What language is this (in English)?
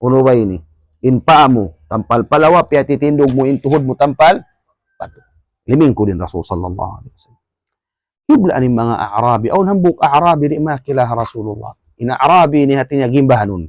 Tausug